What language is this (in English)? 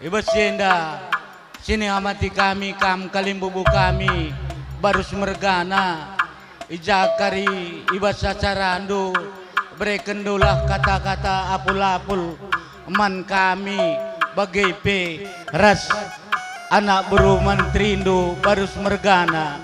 Batak Karo